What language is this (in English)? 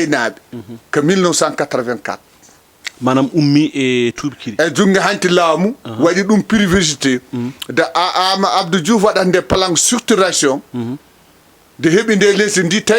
Fula